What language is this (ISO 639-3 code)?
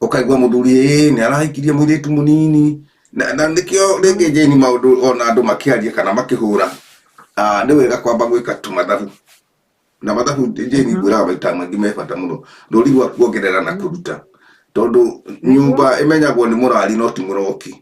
kik